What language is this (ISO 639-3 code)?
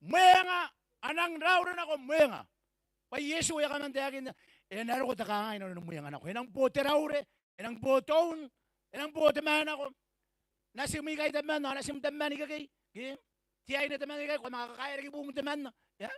gil